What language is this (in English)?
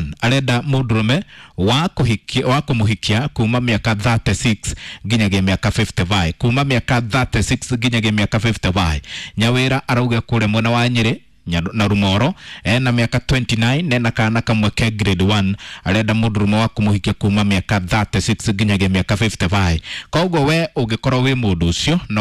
Kikuyu